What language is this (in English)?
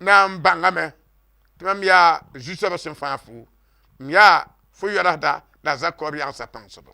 Mossi